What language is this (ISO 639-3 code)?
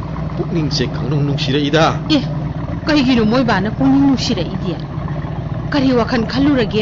mni